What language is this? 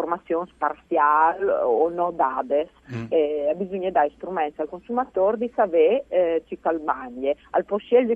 Friulian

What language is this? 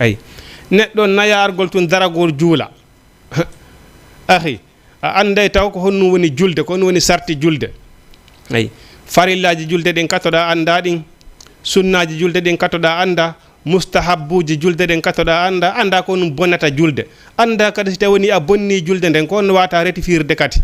Fula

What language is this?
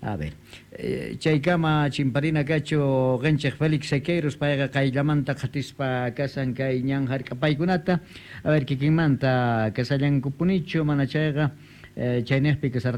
South Bolivian Quechua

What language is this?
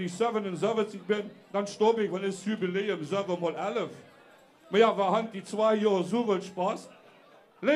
Limburgish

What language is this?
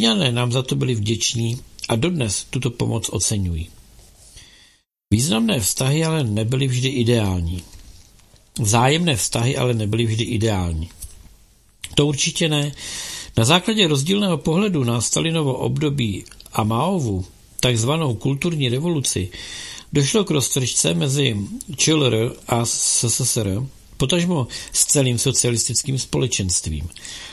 Czech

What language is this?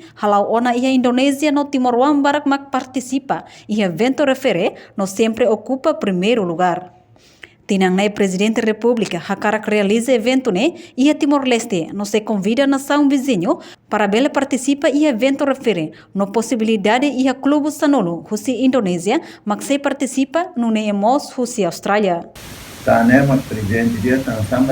Tetum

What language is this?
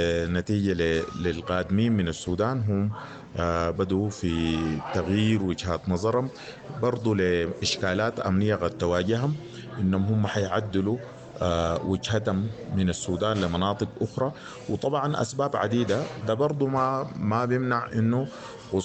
Sudanese Arabic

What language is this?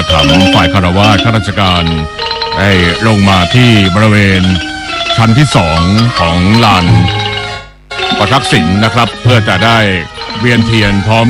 Thai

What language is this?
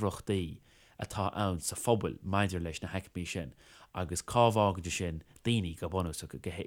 Irish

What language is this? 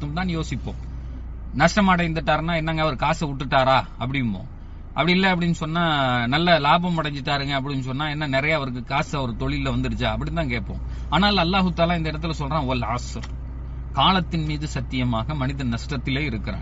Tamil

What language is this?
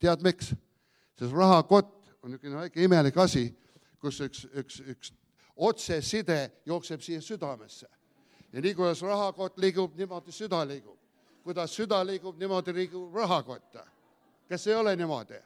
Estonian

